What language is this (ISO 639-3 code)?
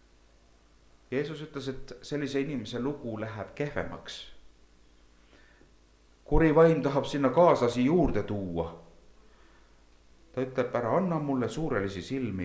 est